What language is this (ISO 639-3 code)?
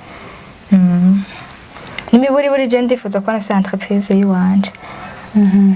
run